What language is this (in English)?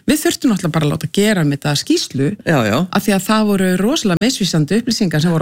Icelandic